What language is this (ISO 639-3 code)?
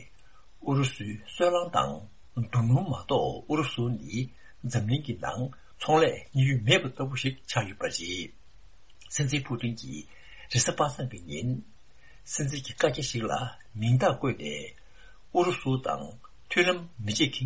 bod